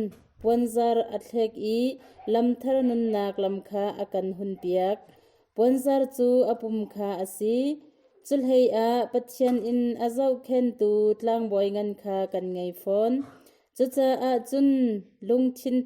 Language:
Hakha Chin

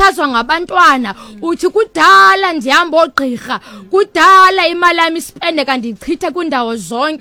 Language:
Xhosa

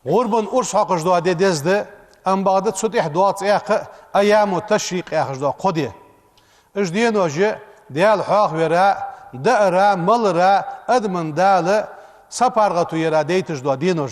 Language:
Ingush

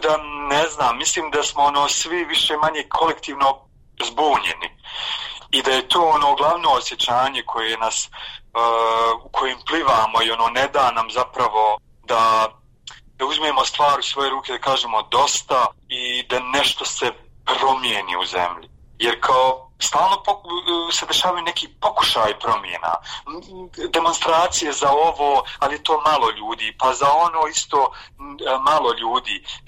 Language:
Bosnian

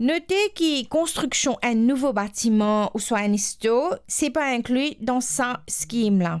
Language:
Morisyen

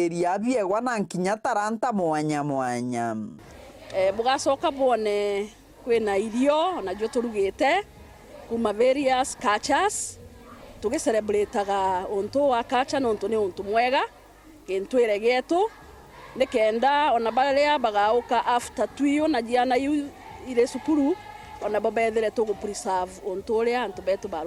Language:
Meru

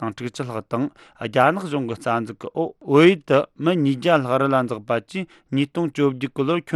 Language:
Tibetan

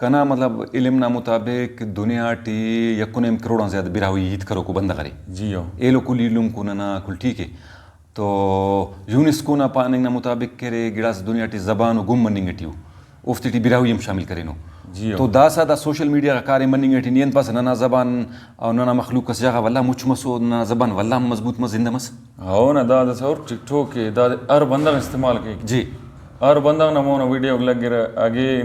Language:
Brahui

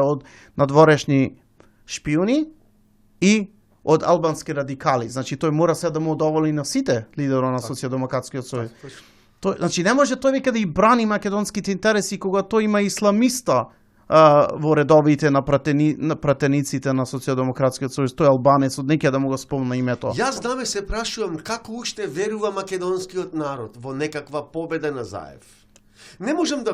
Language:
Macedonian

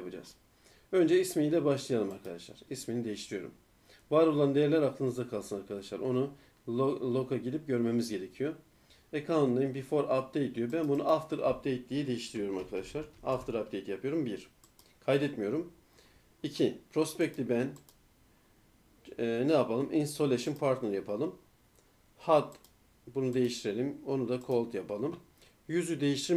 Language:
Turkish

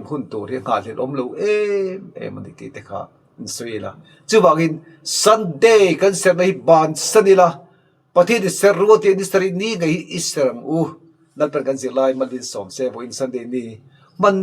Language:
Mizo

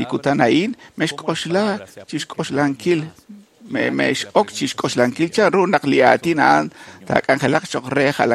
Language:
Kekchí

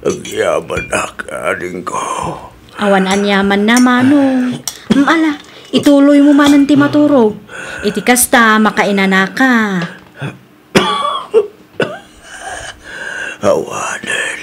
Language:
Iloko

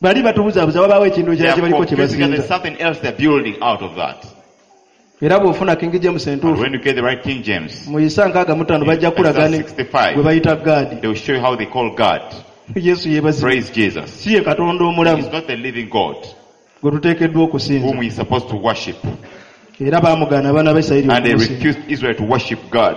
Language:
Ganda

